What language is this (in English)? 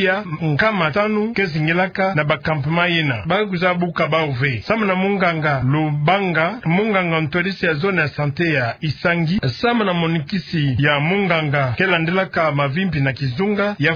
Kituba (Democratic Republic of Congo)